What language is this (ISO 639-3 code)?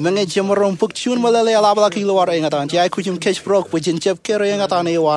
mah